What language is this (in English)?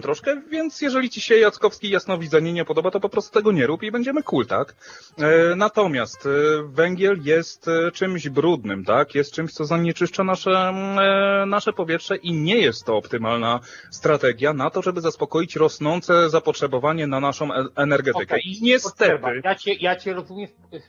Polish